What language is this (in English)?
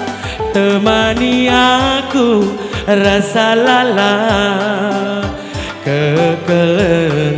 Batak Karo